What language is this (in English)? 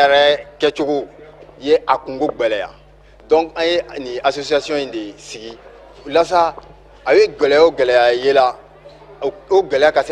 Bambara